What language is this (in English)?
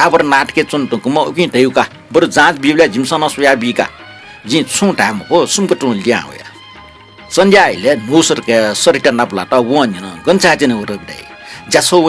Newari